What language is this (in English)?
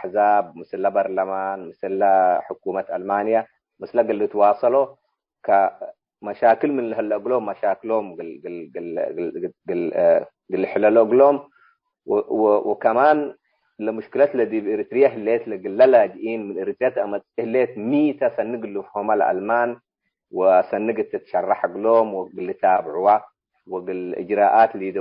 Tigre